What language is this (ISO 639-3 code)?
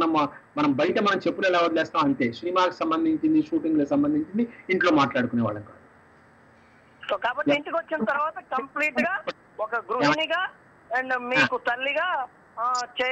tel